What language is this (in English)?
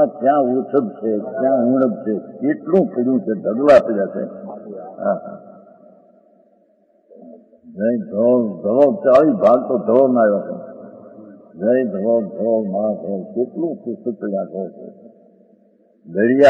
Gujarati